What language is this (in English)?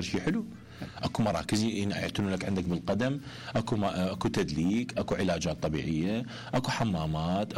Mesopotamian Arabic